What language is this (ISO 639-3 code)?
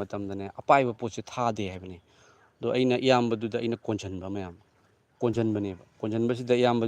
mni